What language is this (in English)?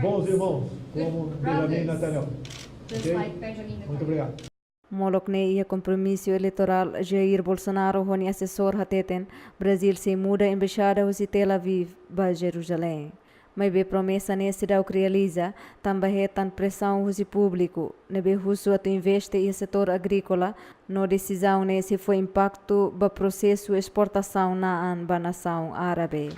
Tetum